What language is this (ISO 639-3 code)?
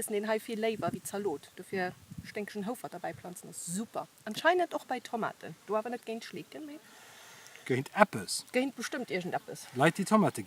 ltz